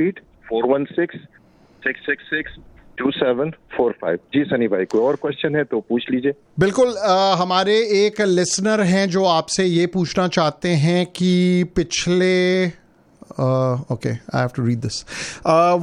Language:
Hindi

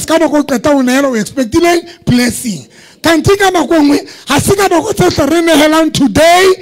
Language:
Southern Sotho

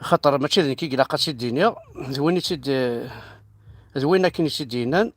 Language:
Kabyle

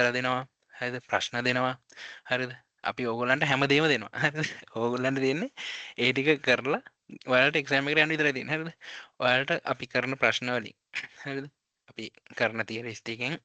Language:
Sinhala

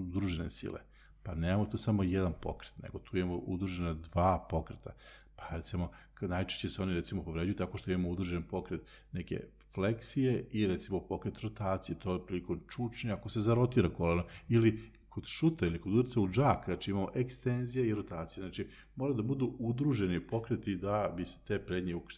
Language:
Serbian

